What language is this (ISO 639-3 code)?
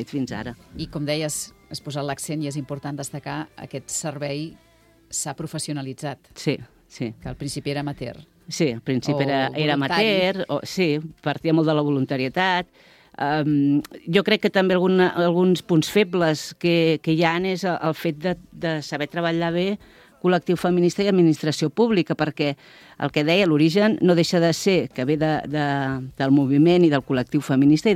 cat